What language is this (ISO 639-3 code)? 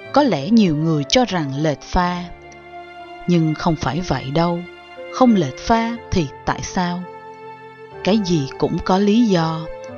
vie